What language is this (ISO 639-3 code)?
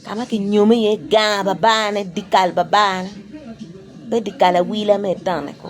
ach